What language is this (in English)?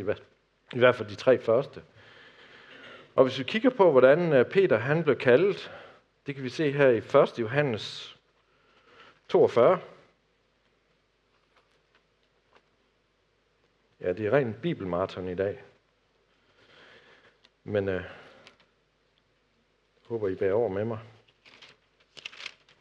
Danish